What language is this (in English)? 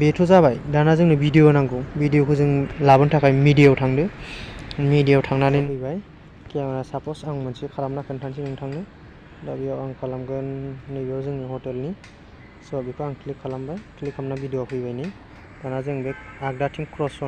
Bodo